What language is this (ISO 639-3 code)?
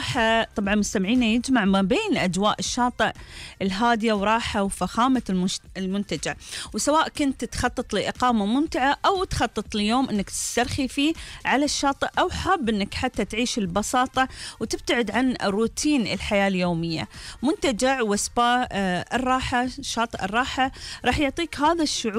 afb